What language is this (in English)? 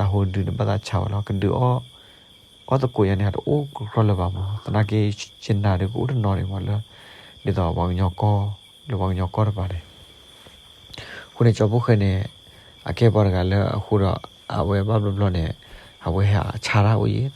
S'gaw Karen